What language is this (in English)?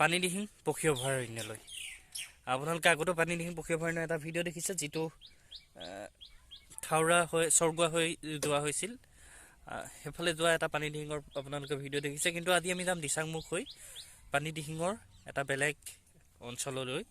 Assamese